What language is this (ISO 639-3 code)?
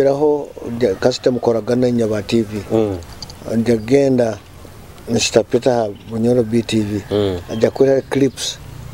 nyo